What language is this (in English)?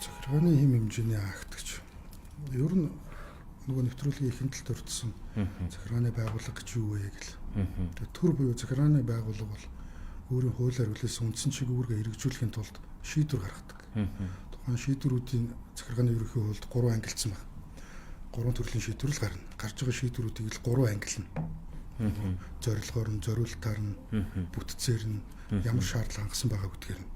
Mongolian